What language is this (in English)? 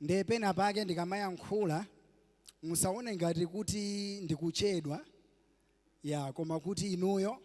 Nyanja